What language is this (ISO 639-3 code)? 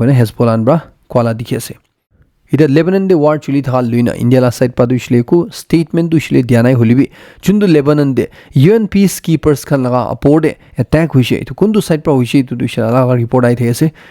nag